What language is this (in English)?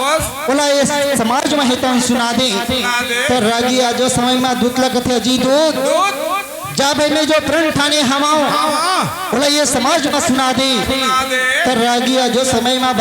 Chhattisgarhi